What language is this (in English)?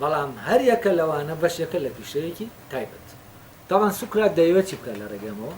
Central Kurdish